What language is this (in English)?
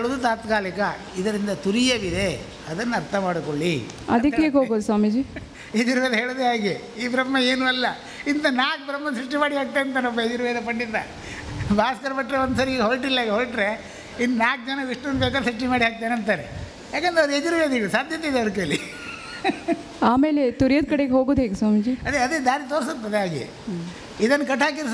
Kannada